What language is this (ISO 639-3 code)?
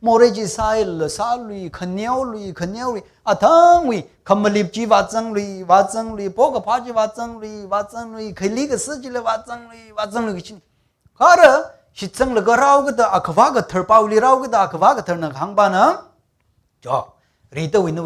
nmf